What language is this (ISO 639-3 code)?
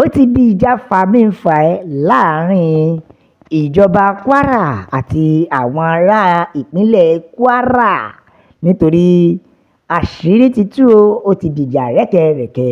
yor